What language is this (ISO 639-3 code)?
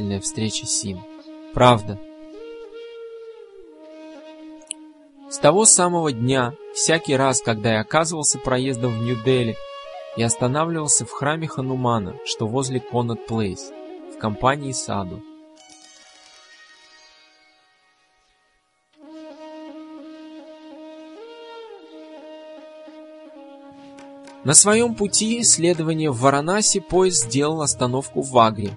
rus